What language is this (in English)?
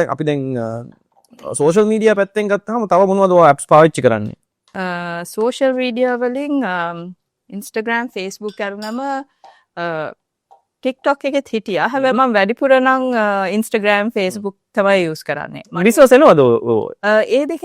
Sinhala